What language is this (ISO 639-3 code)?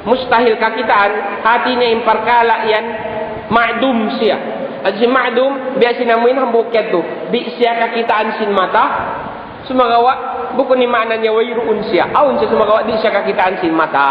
tsg